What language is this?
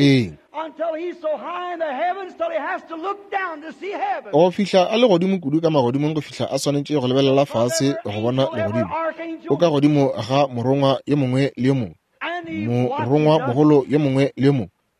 Northern Sotho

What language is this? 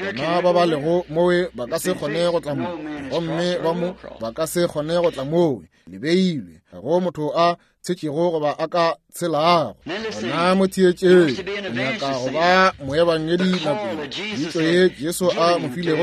Northern Sotho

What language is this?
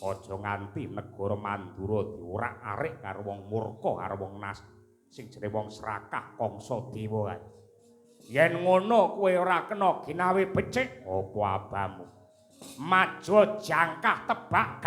Javanese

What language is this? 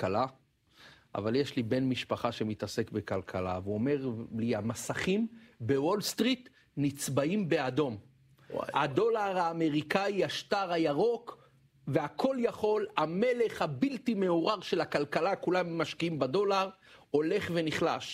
Hebrew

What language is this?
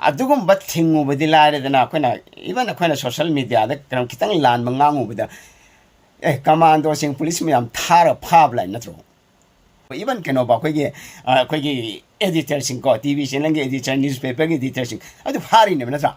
Manipuri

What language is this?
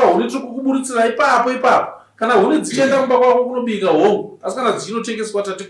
Shona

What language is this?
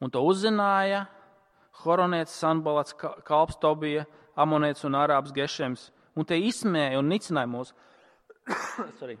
Latvian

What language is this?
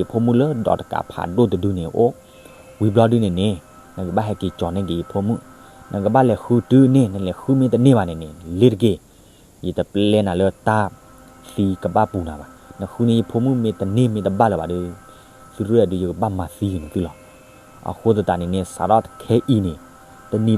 S'gaw Karen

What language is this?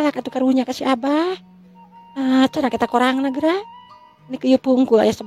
Sundanese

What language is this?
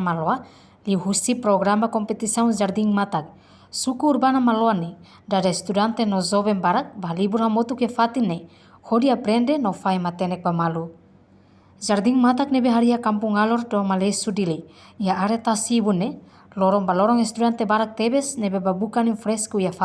Tetum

